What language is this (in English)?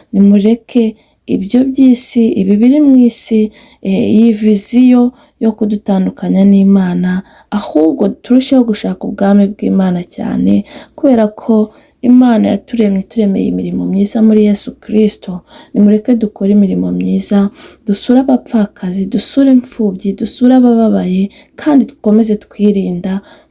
Kinyarwanda